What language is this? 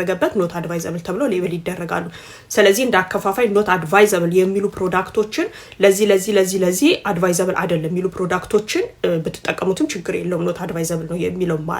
Amharic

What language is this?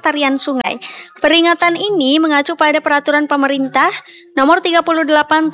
Indonesian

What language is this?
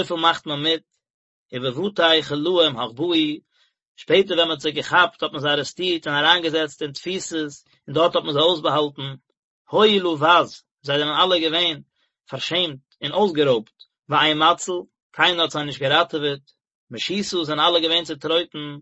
Yiddish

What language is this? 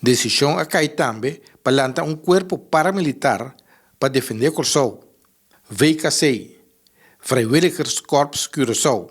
Papiamento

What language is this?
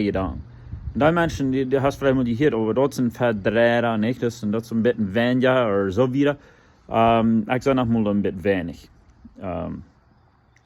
Plautdietsch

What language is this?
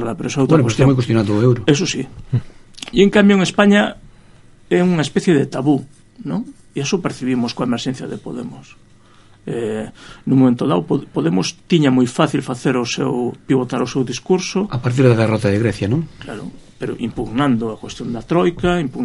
Galician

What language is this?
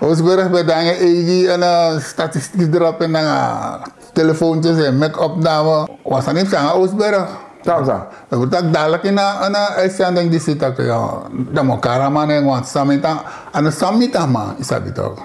Sranan Tongo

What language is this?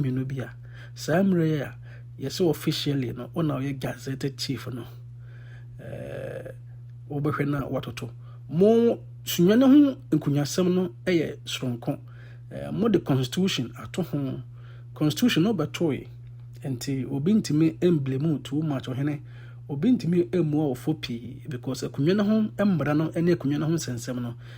Akan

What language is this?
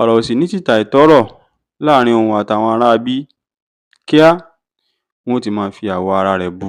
Yoruba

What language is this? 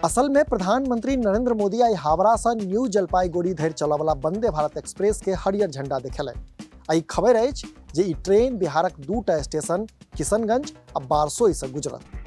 Maithili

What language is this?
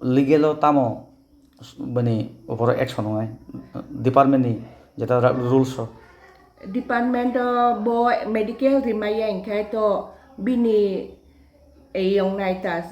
Kok Borok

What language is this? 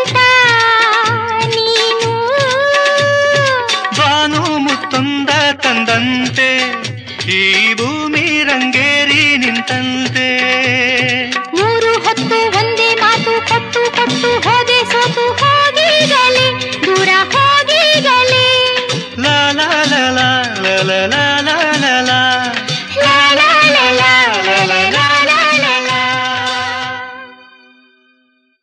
Kannada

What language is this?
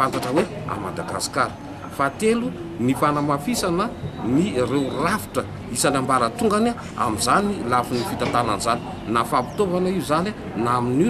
Malagasy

